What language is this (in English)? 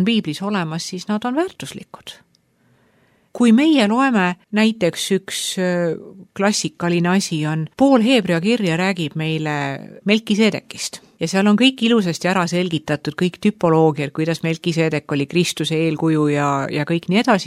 Estonian